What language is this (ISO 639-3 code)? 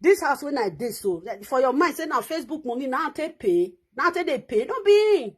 pcm